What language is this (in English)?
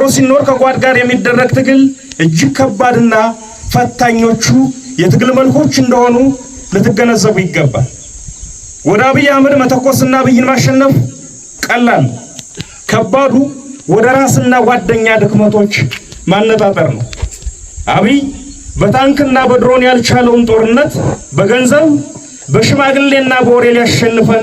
Amharic